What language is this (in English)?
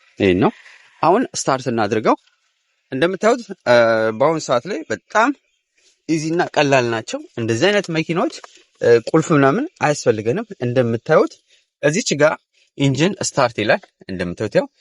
Amharic